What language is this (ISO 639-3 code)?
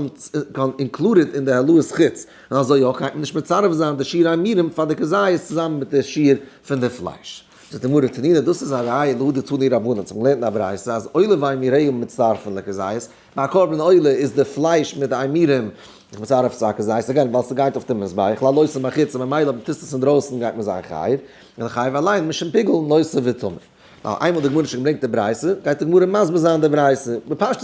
yid